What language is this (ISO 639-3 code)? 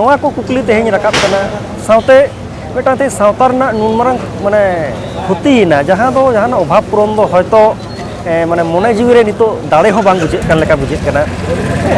sat